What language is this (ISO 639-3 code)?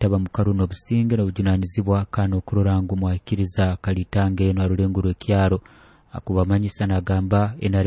nyo